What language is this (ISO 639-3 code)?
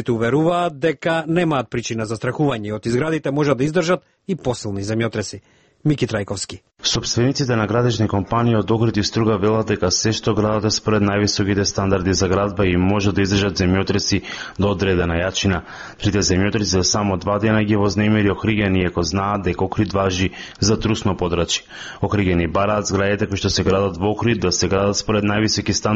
mkd